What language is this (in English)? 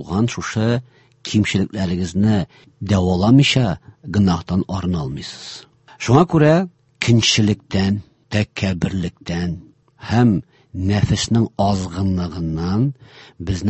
Tatar